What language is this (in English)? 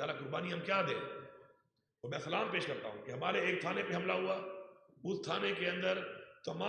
Urdu